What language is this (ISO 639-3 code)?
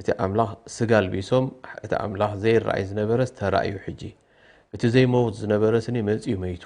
tir